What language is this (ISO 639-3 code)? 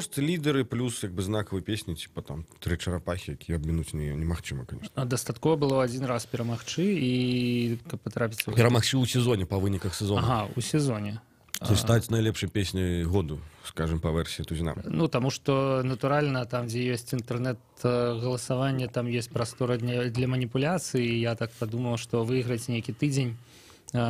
bel